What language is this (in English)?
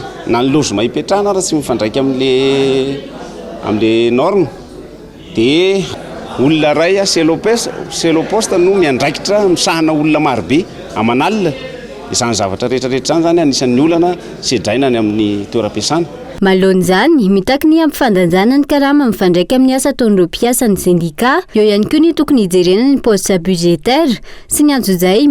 Malagasy